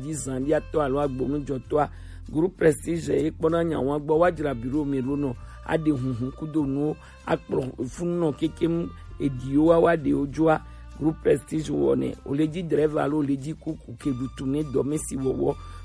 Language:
Gen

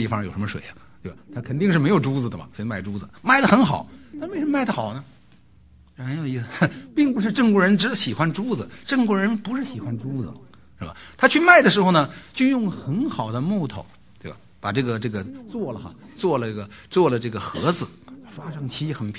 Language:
Chinese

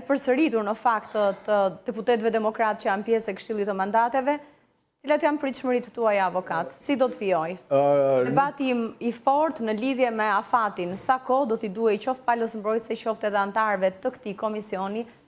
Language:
Albanian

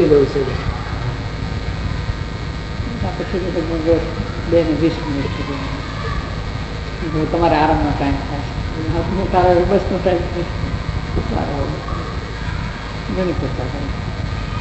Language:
Gujarati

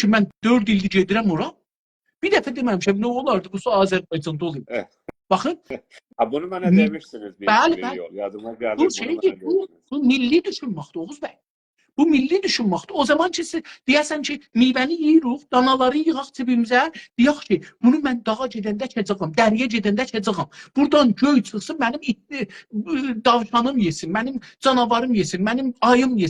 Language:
South Azerbaijani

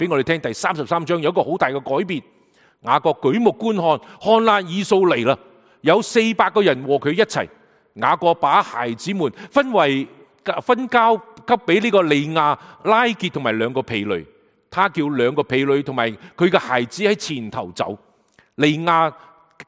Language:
Cantonese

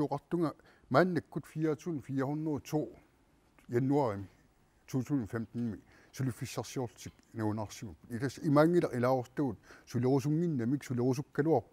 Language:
Kalaallisut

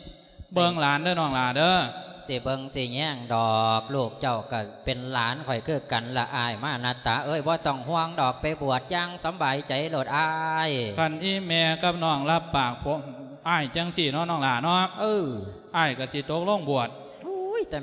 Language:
Lao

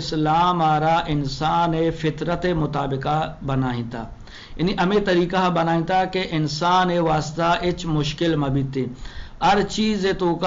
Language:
Eastern Balochi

